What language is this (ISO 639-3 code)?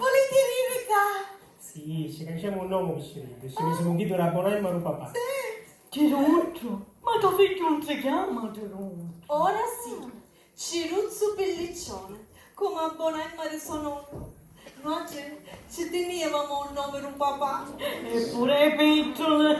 scn